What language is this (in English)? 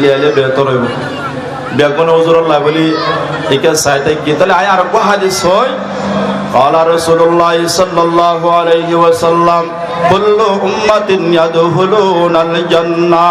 Rohingya